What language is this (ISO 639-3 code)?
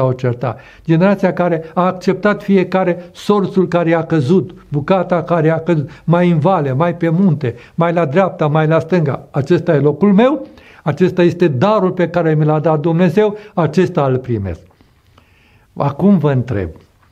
ron